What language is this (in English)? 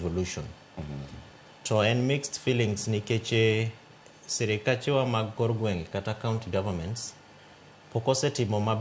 Luo (Kenya and Tanzania)